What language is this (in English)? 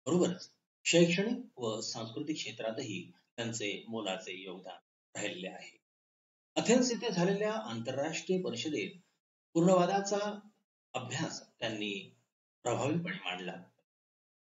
Marathi